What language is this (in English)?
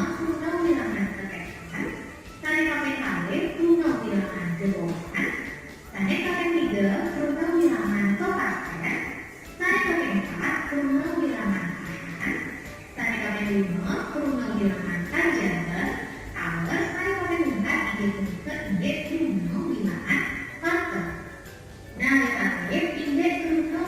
Balinese